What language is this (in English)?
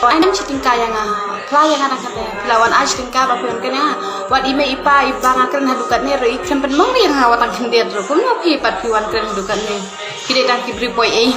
Khasi